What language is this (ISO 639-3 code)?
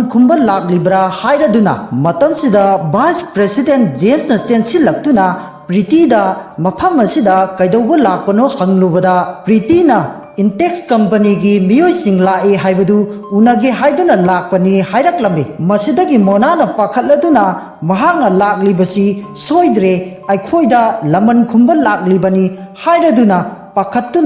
mni